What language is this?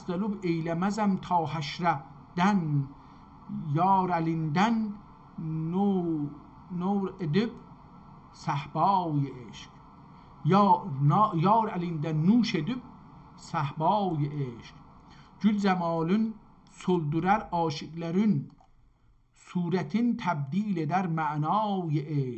South Azerbaijani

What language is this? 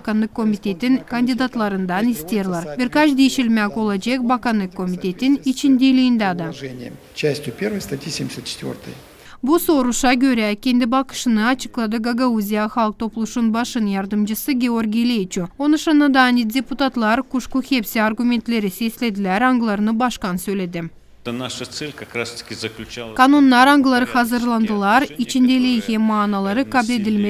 Gagauz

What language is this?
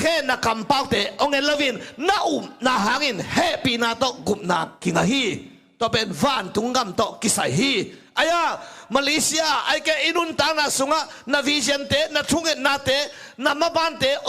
Tedim Chin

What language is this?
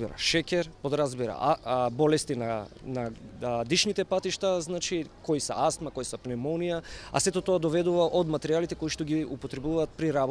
Macedonian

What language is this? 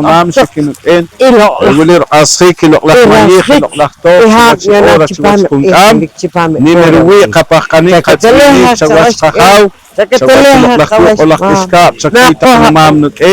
Poqomchi'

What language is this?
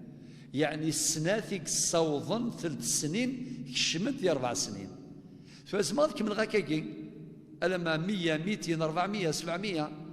Kabyle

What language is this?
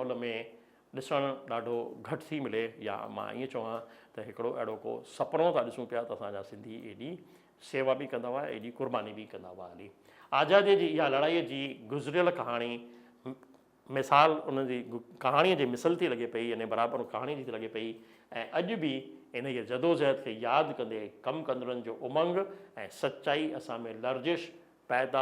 Sindhi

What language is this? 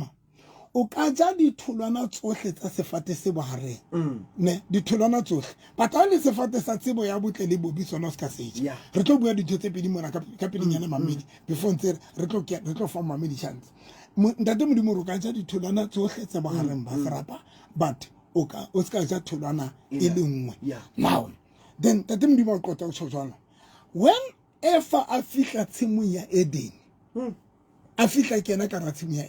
Southern Sotho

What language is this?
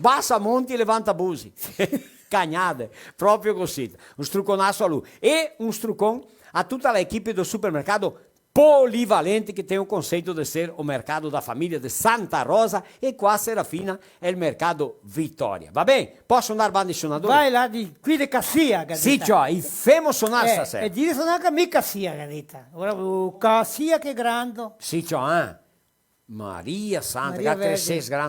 Venetian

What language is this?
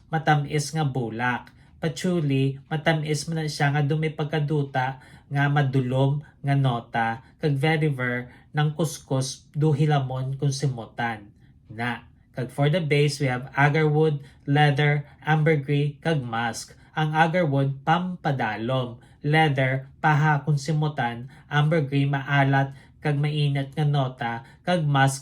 Hiligaynon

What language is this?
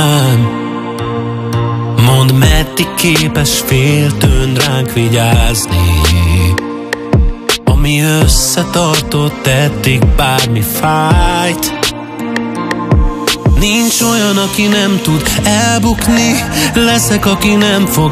Hungarian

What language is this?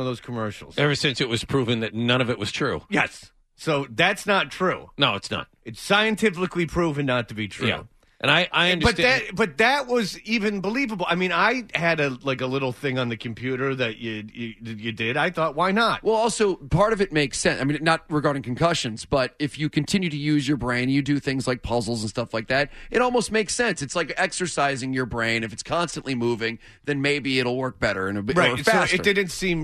English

